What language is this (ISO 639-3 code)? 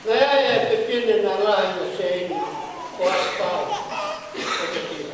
ton